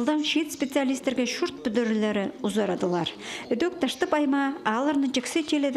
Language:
Khakas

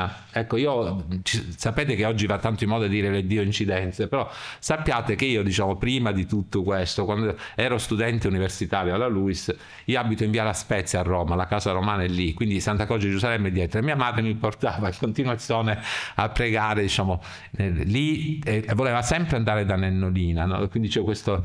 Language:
Italian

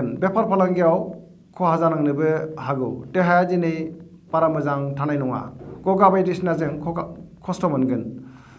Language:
Bodo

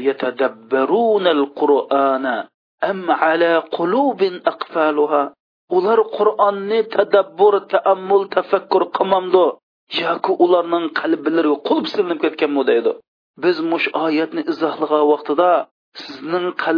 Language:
Uyghur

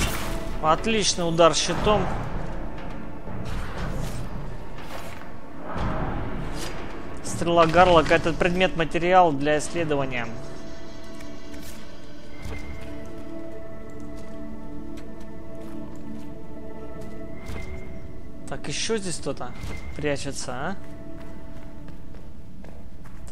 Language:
Russian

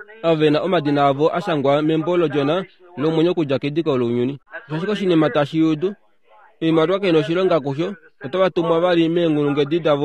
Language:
Kuanyama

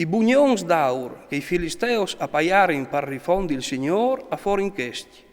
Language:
Friulian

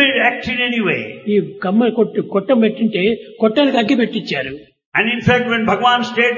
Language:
Telugu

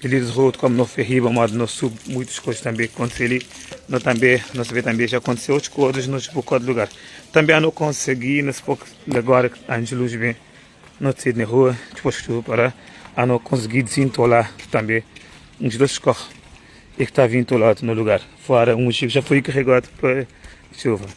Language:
Kabuverdianu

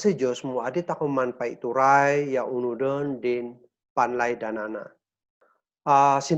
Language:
Kankanaey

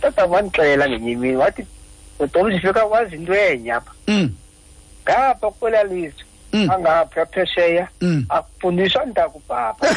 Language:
Xhosa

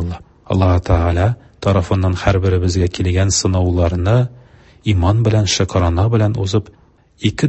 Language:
Tatar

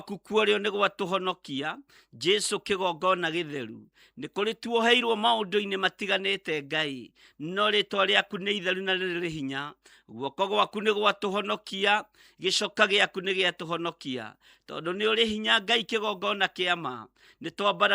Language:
Kikuyu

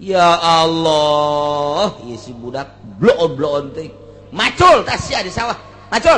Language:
Sundanese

